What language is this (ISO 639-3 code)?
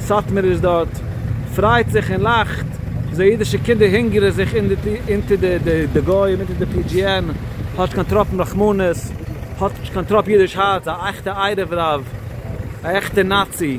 yid